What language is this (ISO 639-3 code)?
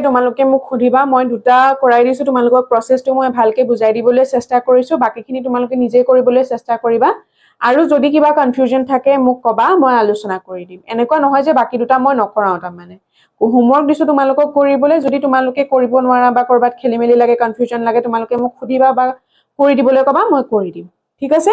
asm